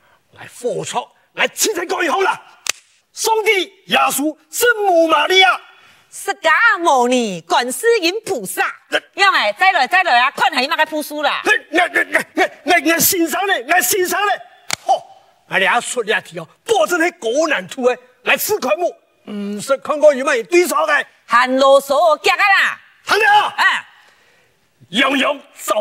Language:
Hakka Chinese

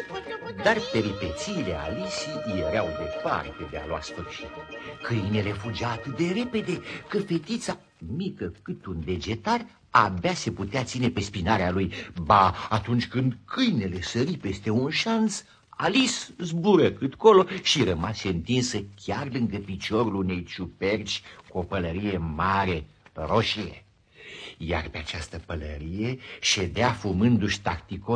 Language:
Romanian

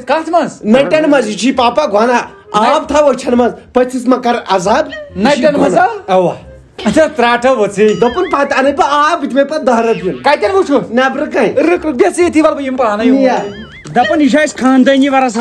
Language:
Kashmiri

